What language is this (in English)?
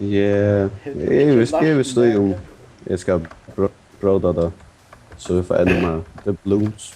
Faroese